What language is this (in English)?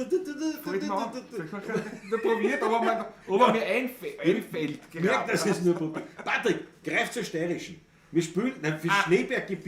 Bavarian